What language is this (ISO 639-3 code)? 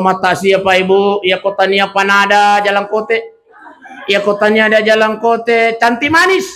bug